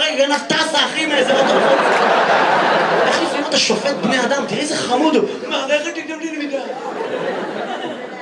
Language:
Hebrew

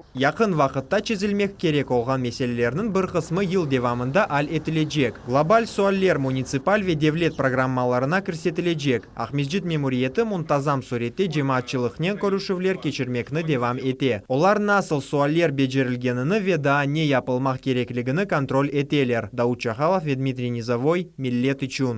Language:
Crimean Tatar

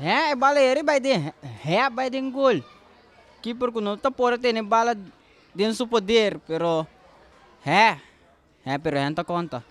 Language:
Papiamento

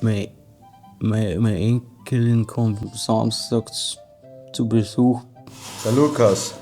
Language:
Bavarian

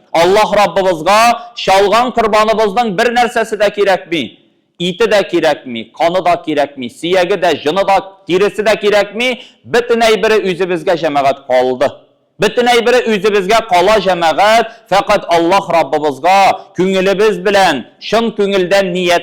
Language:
Tatar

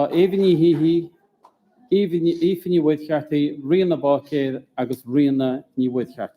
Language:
Irish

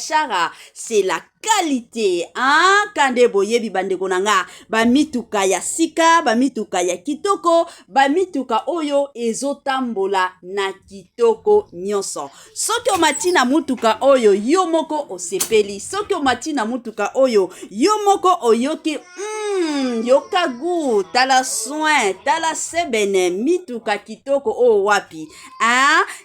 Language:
Lingala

